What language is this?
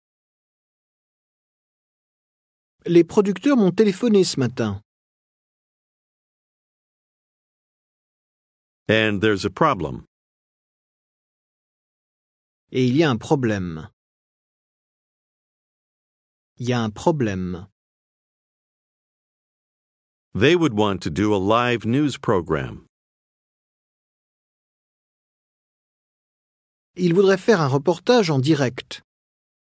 French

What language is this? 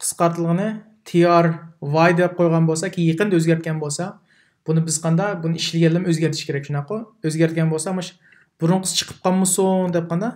Uyghur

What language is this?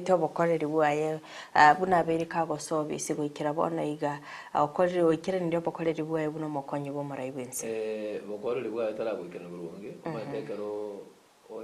Gusii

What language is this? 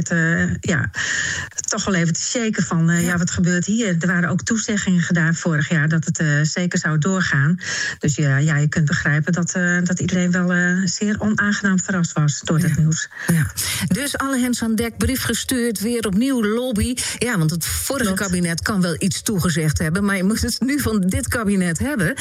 Dutch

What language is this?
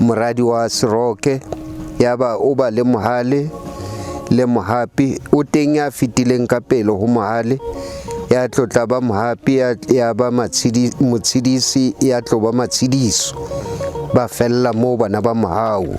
Southern Sotho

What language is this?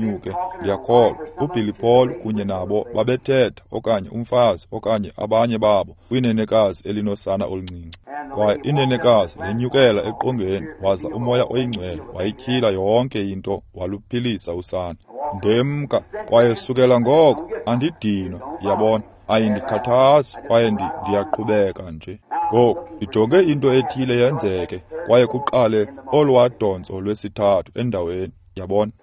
Xhosa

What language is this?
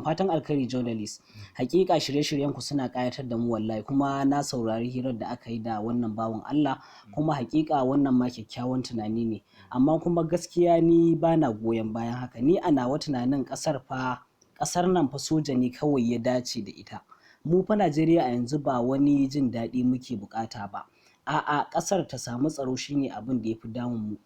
Hausa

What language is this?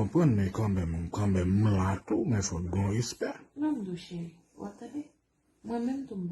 Haitian Creole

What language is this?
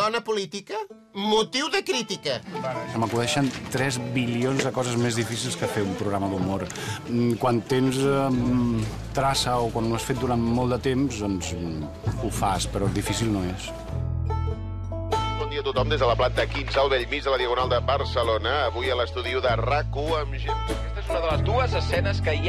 Catalan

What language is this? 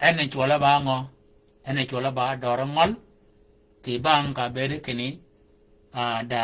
Shilluk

